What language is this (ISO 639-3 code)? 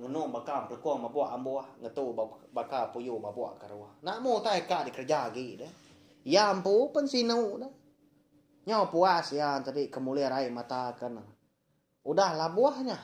iba